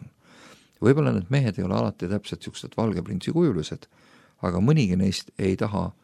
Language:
Estonian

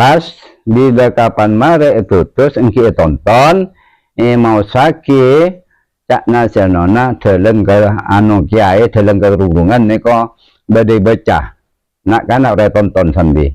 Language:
Madurese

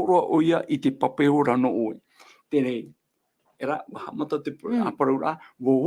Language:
Tahitian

